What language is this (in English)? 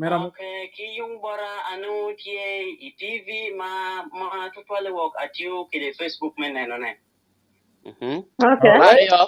Acoli